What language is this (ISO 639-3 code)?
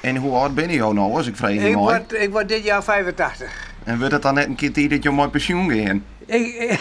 fry